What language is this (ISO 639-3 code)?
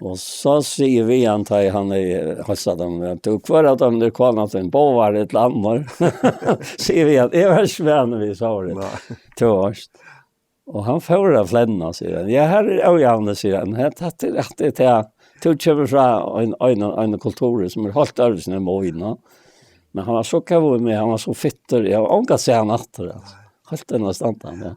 fao